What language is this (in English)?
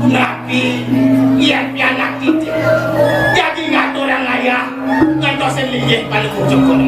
Balinese